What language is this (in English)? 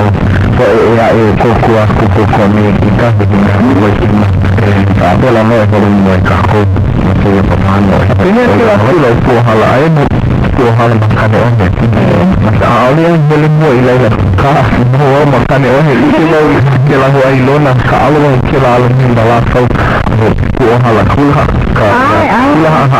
Hawaiian